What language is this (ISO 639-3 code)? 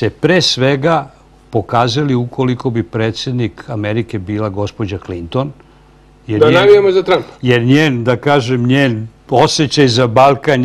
srp